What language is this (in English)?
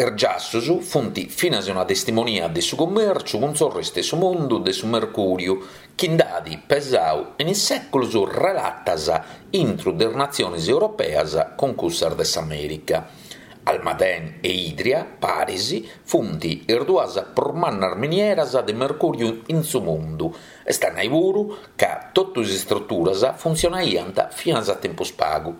Sardinian